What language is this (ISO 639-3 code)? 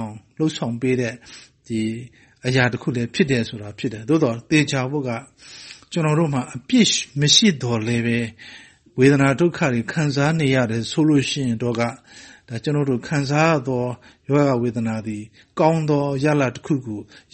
mya